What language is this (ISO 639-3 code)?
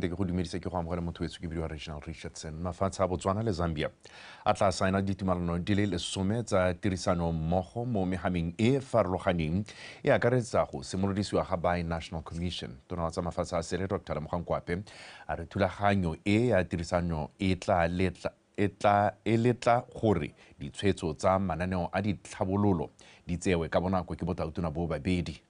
tsn